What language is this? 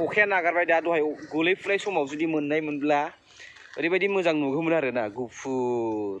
Bodo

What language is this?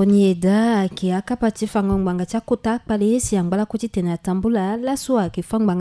Sango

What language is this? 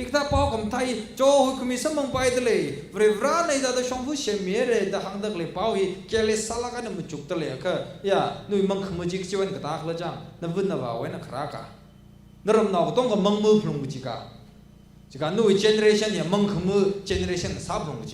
Tangkhul Naga (India)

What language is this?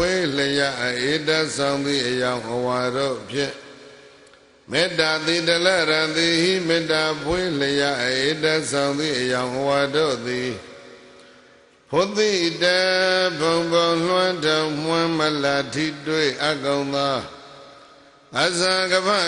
Burmese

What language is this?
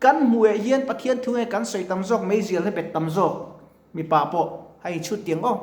Mizo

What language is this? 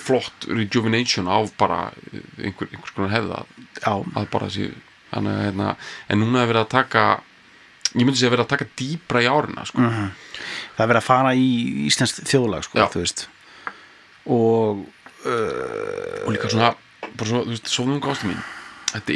Icelandic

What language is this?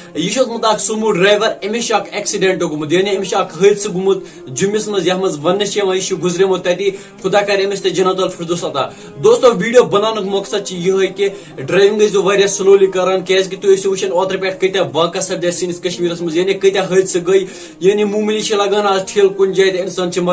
Kashmiri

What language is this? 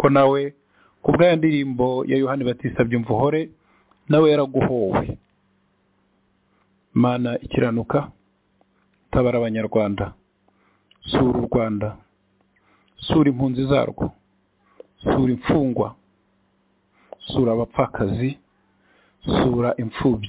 Kinyarwanda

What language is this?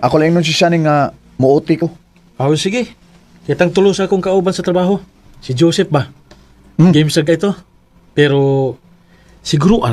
Cebuano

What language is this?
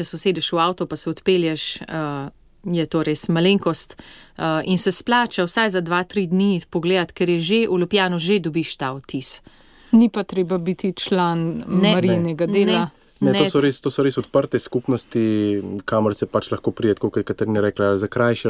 Slovenian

